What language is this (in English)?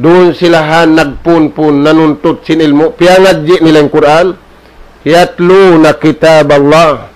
Tausug